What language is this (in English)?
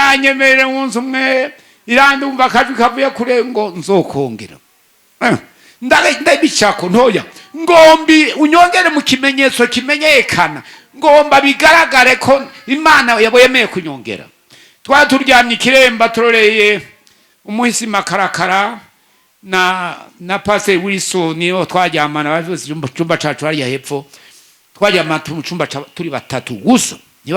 Rundi